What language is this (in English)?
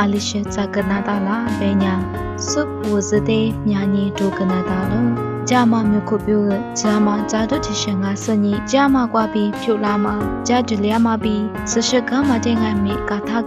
Lisu